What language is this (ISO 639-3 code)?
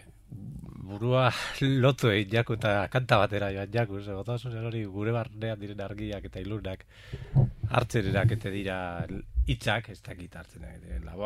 eus